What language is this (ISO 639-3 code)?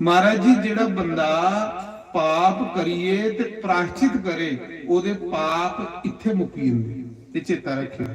doi